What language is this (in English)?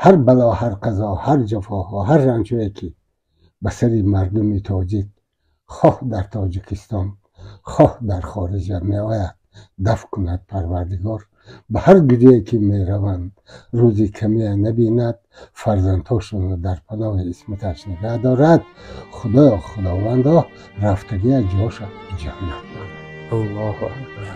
Tajik